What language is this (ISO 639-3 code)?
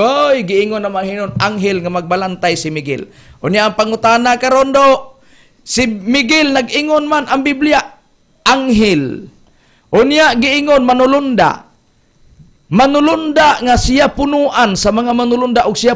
ceb